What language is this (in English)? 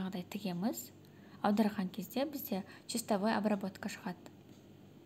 Kazakh